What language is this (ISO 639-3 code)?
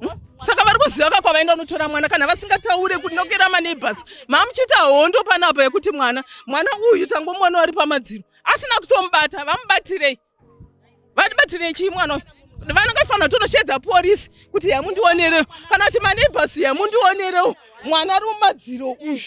sna